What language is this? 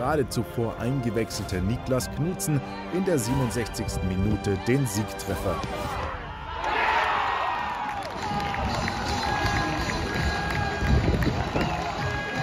German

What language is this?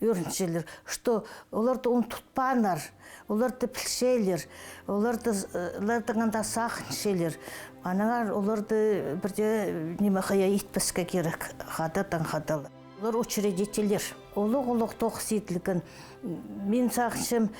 Khakas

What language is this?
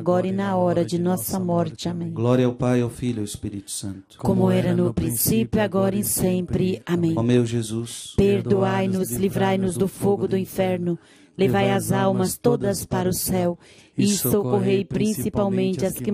Portuguese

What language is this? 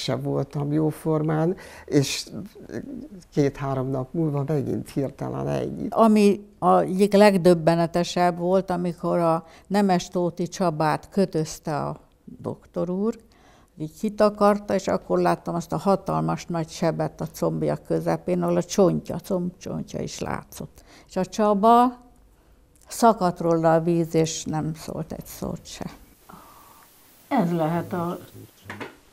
Hungarian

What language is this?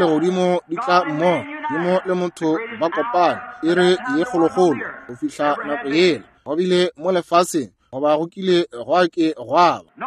Northern Sotho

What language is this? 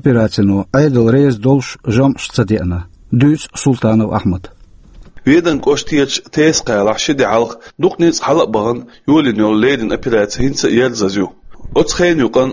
Chechen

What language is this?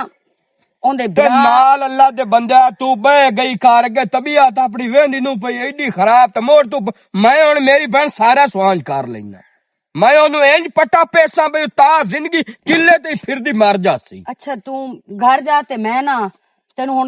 Western Panjabi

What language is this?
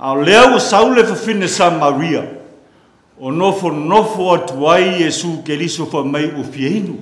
Samoan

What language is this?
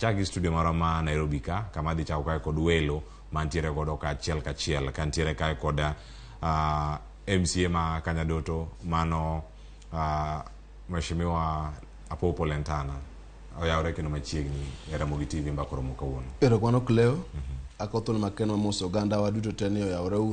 Luo (Kenya and Tanzania)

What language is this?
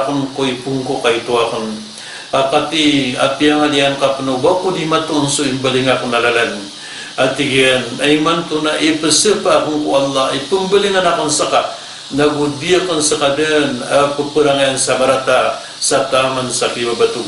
Maranao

